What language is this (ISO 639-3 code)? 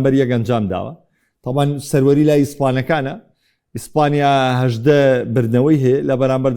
ckb